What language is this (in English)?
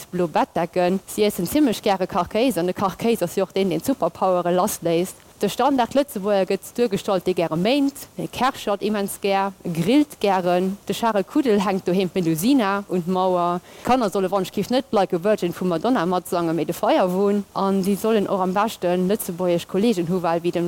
Luxembourgish